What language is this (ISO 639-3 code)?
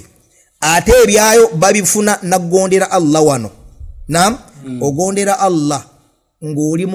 lug